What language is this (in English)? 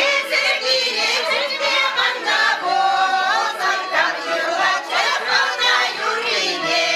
Chuvash